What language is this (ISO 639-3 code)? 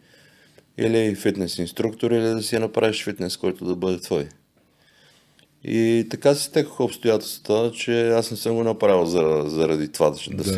bul